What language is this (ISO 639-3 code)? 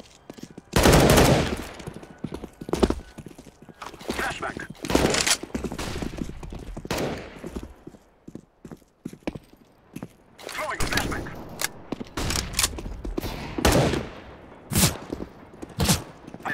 eng